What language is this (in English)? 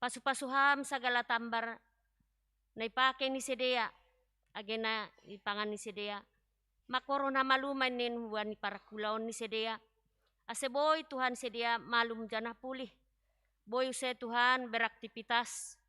Batak Simalungun